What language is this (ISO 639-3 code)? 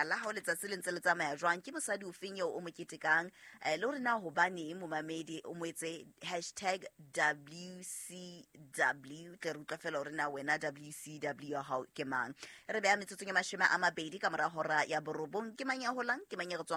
sot